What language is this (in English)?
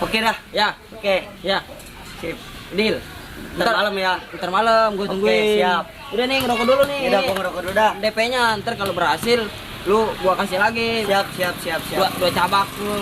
Betawi